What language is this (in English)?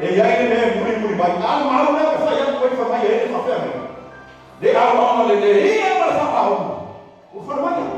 Samoan